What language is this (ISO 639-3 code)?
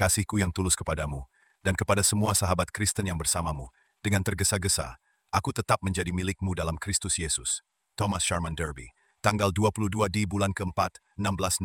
ind